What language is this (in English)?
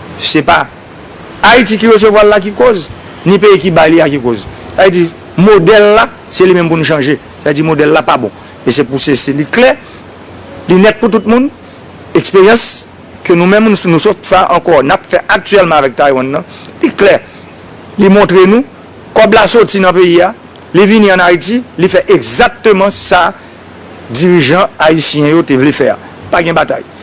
Haitian Creole